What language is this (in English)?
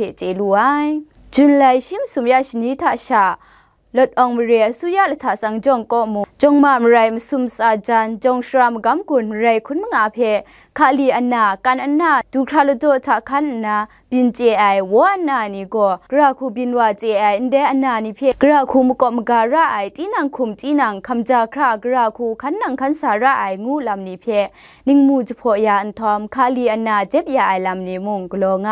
Kachin